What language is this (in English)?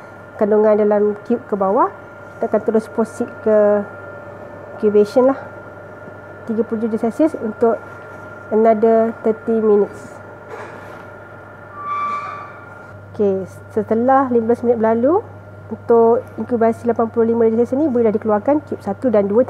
Malay